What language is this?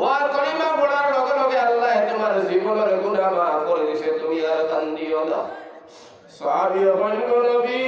Sylheti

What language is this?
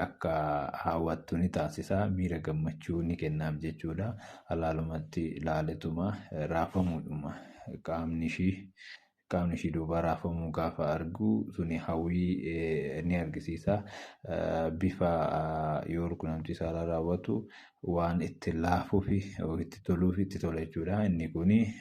Oromo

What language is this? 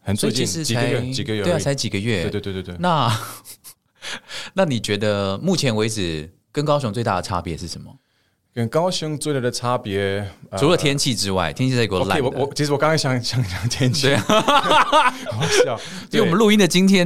Chinese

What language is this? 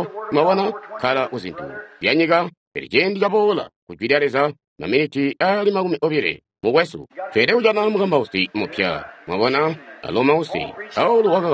Tonga (Zambia)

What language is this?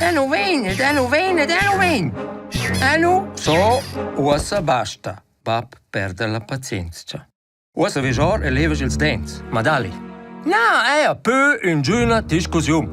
Romansh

